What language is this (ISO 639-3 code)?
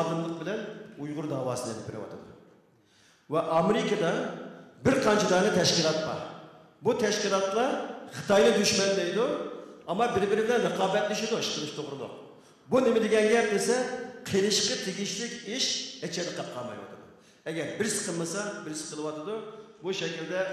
uig